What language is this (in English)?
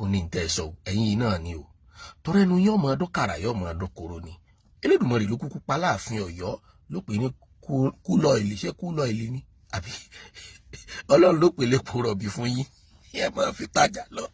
Yoruba